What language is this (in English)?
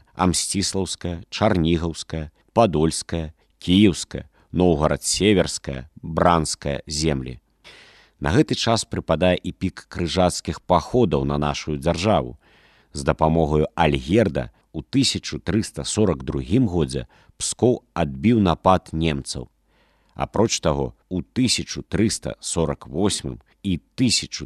Belarusian